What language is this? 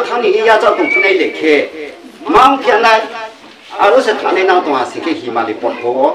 Riang (India)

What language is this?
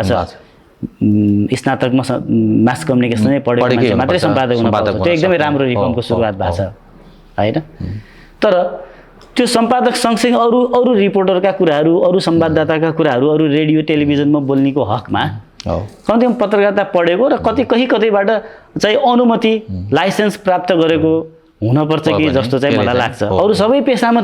Nepali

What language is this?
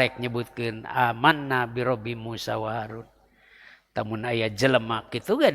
Sundanese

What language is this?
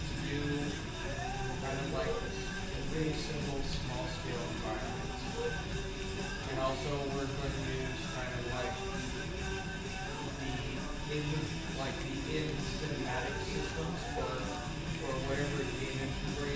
English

